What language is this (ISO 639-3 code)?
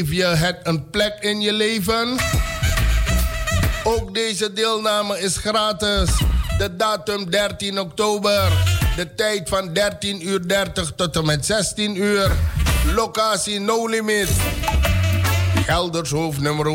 nld